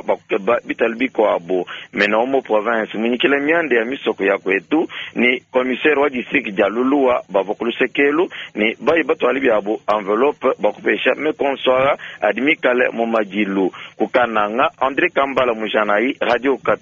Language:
Luba-Lulua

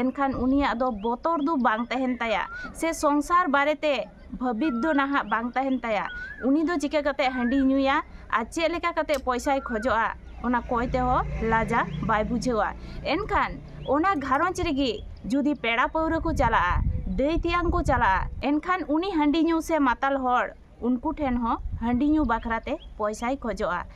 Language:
Santali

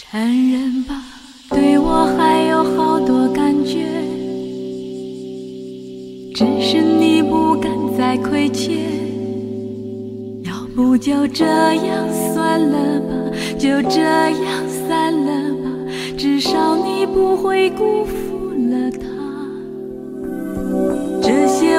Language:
Chinese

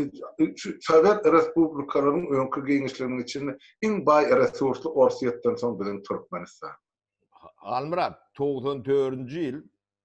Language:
Turkmen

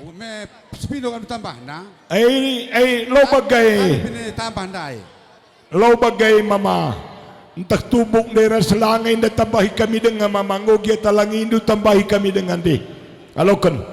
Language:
Batak Karo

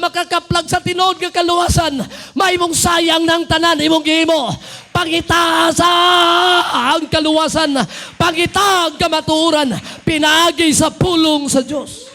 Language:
Cebuano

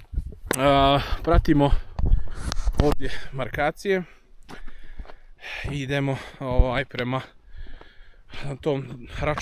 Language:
Croatian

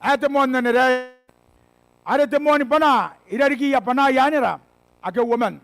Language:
Gilbertese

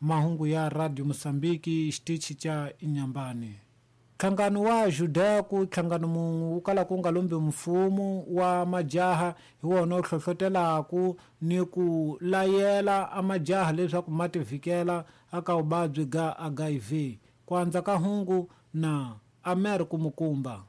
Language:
Tsonga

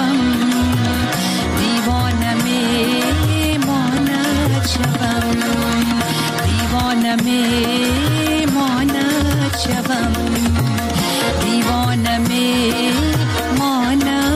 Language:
Persian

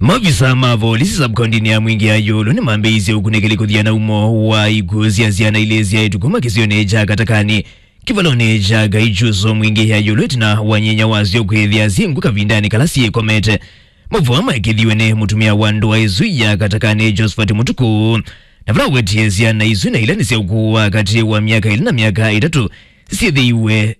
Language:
Kamba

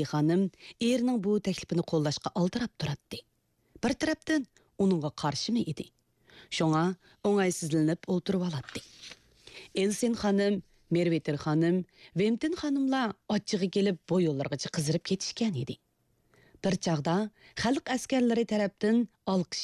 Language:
Uyghur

